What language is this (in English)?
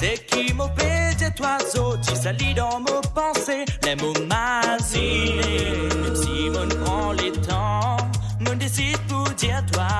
Morisyen